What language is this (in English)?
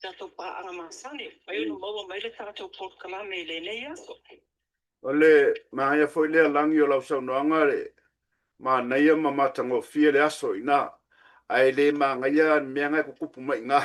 Samoan